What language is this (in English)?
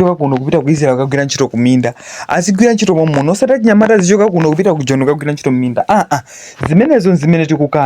Nyanja